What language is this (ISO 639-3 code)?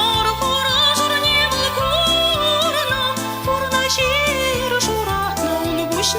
chv